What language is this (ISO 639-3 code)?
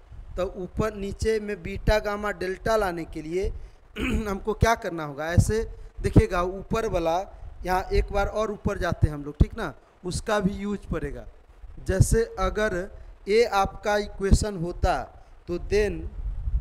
hin